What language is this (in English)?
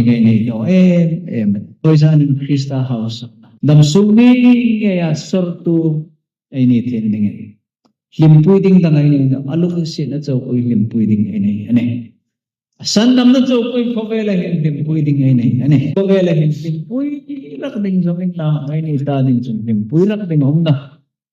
Hmar